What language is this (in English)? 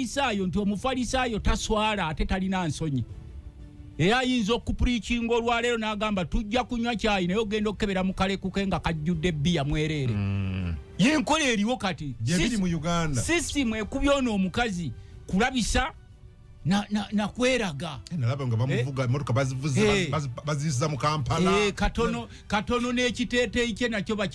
Ganda